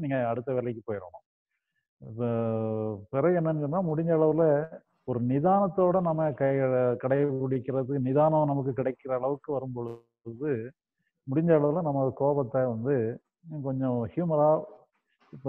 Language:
Tamil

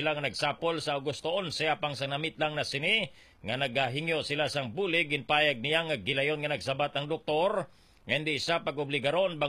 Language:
Hiligaynon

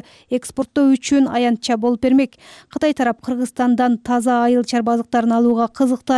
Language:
Kyrgyz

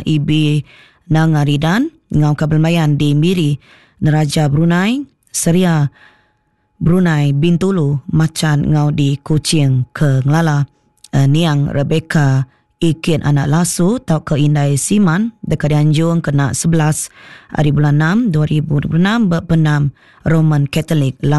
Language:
Iban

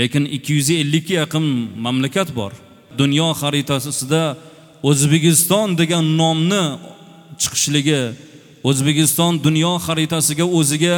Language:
Uzbek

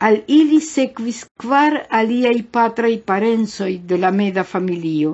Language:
Esperanto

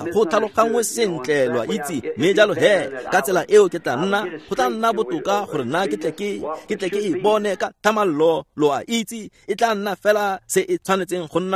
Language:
Tswana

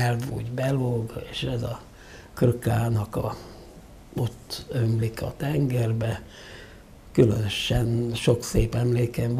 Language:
Hungarian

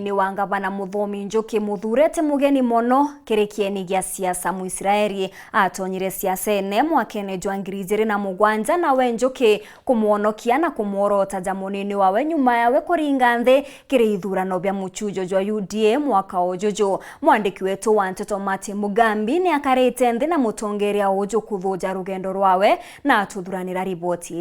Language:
Meru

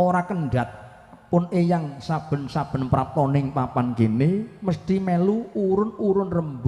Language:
Javanese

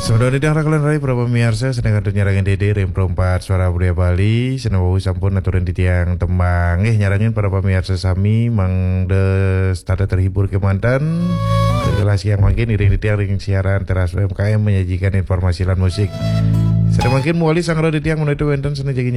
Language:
Balinese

